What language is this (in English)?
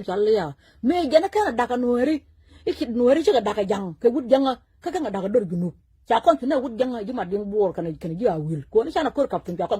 Nuer